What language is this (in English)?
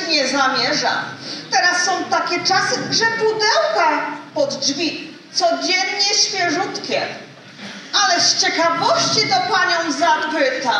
Silesian